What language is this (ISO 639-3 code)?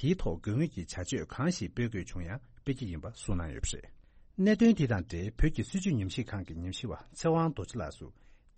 bod